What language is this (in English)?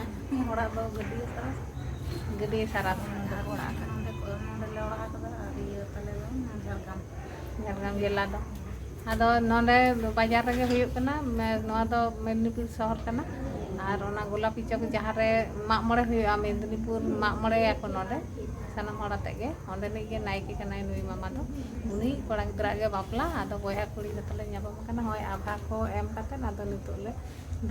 Santali